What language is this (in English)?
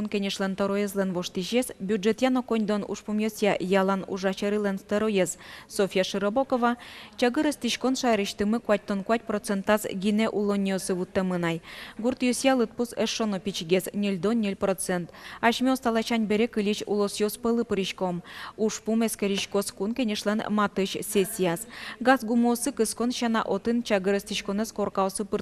Udmurt